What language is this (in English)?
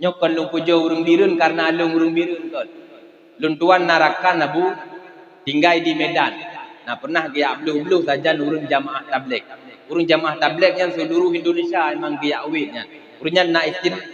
Achinese